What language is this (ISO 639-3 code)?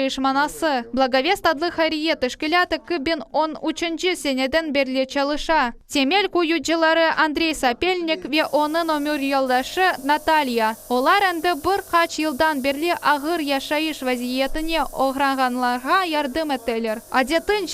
crh